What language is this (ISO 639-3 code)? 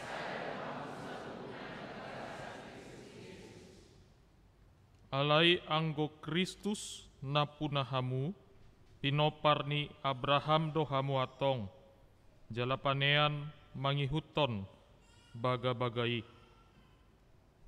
bbc